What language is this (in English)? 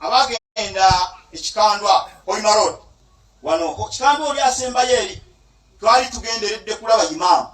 Ganda